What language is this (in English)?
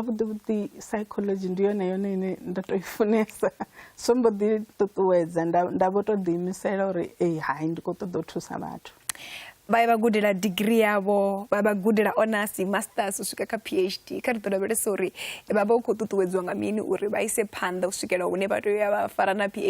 Venda